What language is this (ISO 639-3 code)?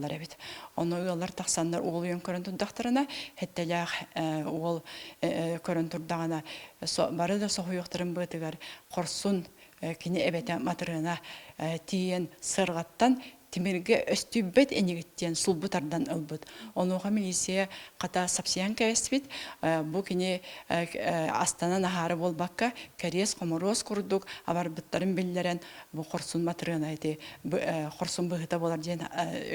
sah